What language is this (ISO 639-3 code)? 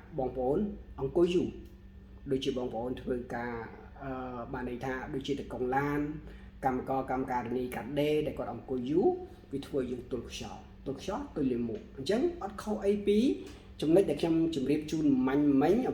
khm